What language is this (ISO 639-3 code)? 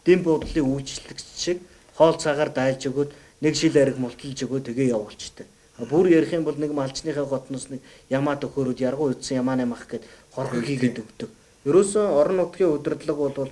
mon